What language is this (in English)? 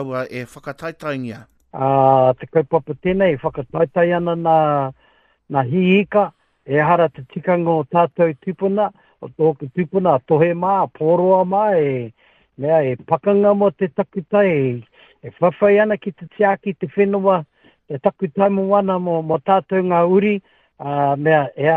Māori